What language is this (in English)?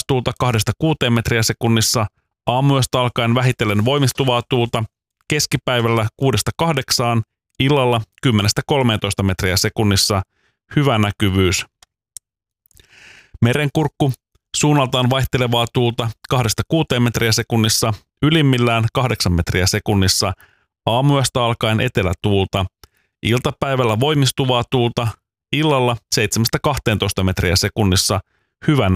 Finnish